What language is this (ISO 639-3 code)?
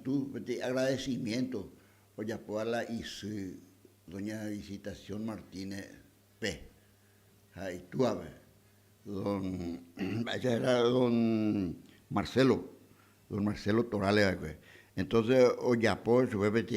grn